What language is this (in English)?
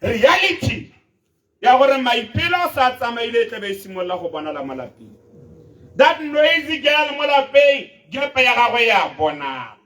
Tswana